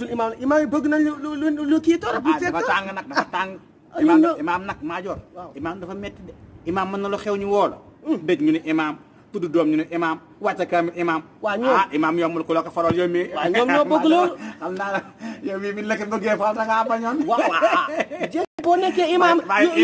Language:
Wolof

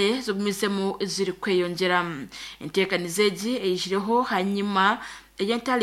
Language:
Nyankole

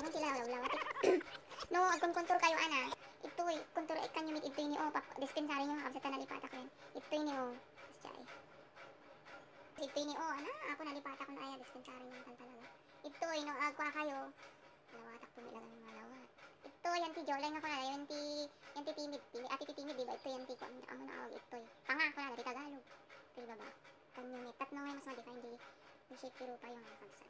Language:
Iloko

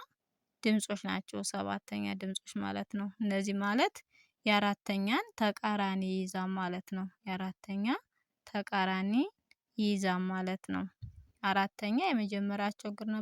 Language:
Amharic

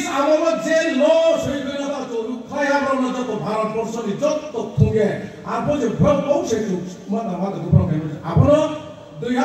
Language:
Riang (India)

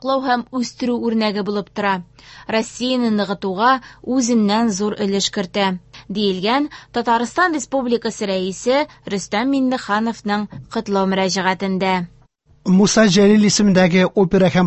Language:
Tatar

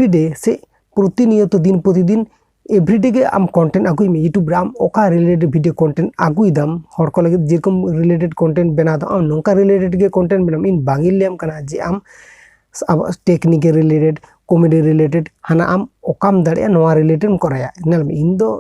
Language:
Santali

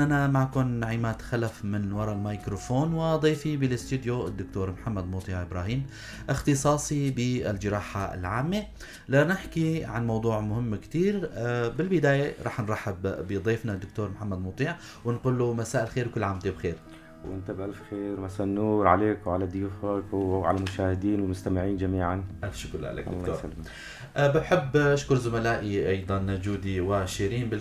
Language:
North Levantine Arabic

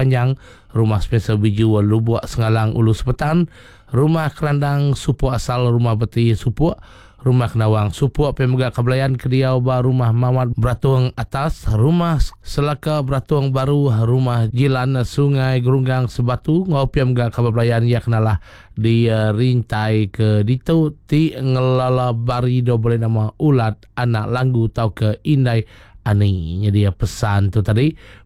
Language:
Iban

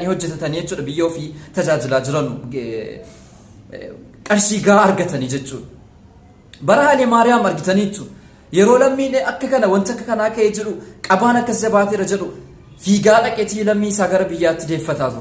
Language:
Oromo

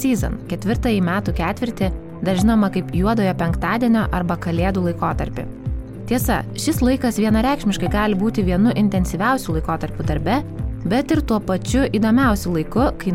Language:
Lithuanian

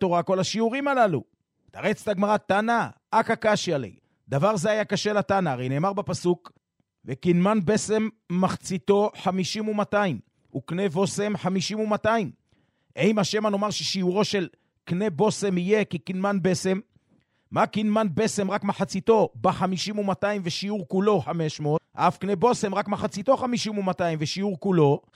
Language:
Hebrew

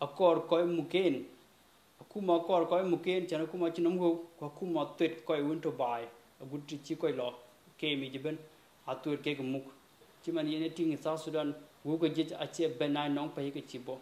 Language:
Dinka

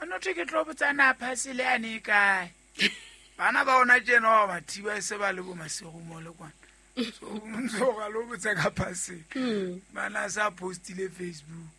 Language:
Southern Sotho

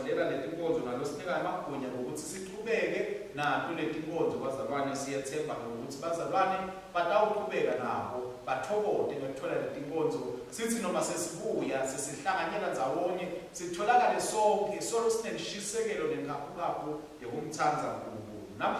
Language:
Swati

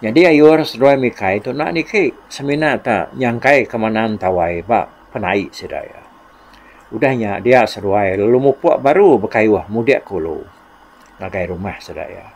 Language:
Iban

